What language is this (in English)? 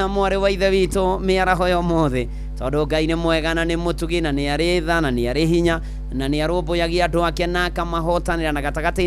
Kikuyu